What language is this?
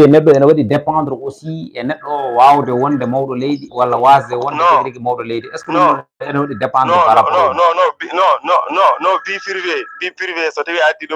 Fula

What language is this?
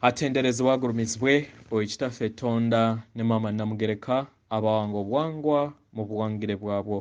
Ganda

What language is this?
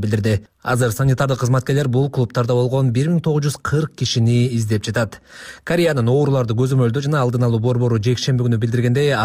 Kyrgyz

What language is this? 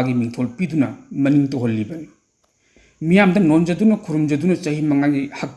Manipuri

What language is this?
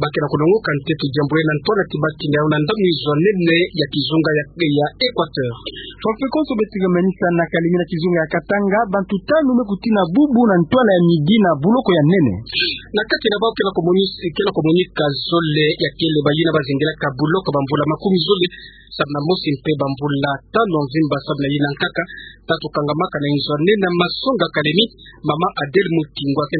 Kituba (Democratic Republic of Congo)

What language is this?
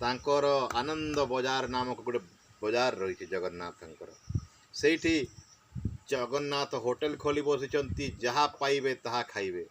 Odia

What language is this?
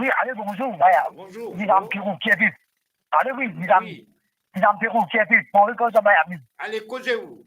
Morisyen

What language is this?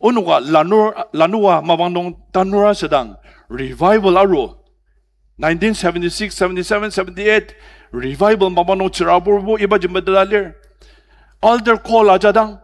Ao Naga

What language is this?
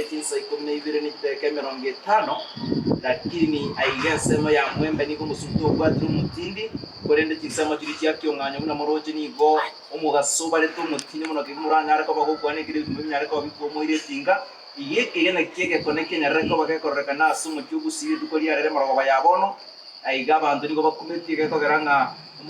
Gusii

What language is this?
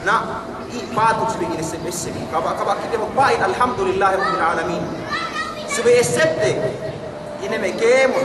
Yakan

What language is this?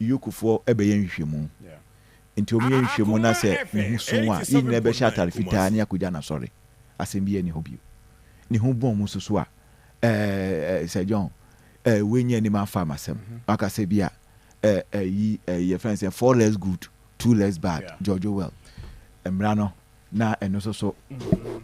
Akan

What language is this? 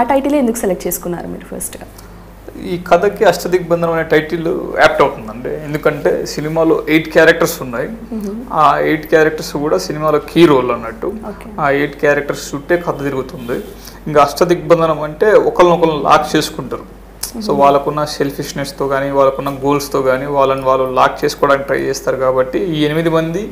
Telugu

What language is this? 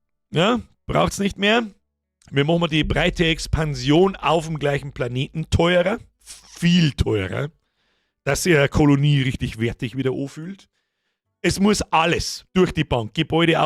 Bavarian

